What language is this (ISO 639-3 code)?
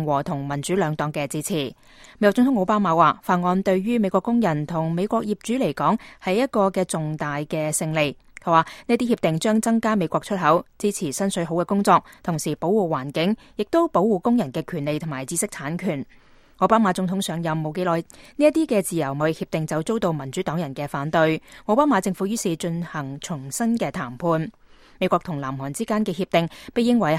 yue